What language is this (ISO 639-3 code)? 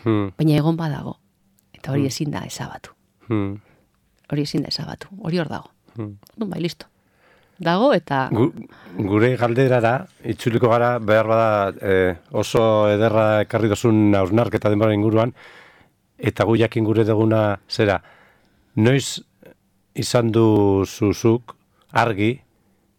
eus